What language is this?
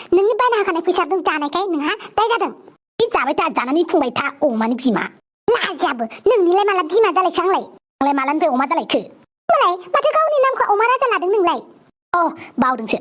Bodo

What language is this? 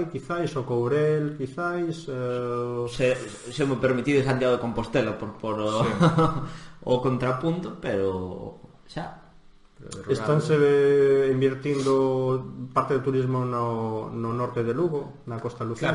Galician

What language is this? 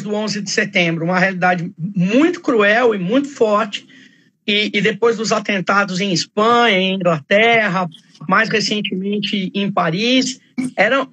Portuguese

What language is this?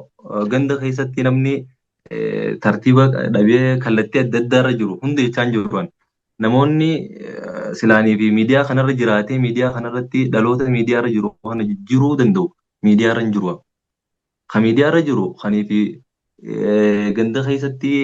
Oromo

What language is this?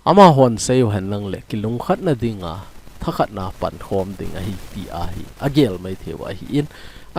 Thado Chin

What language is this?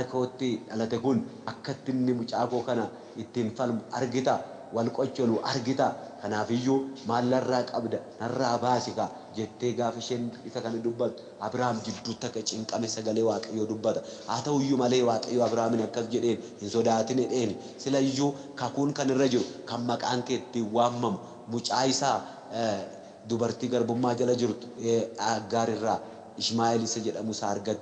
Oromo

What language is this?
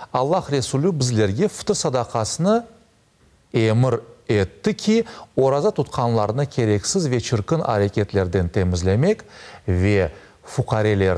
Crimean Tatar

